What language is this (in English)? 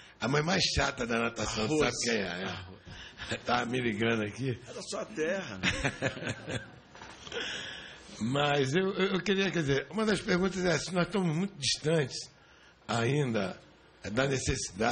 Portuguese